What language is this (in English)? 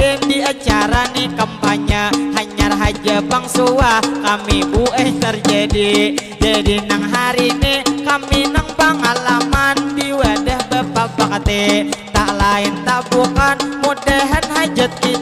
Banjar